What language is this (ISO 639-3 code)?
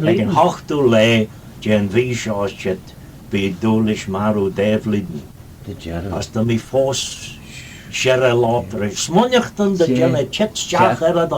glv